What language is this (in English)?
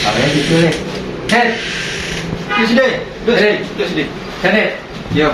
Minangkabau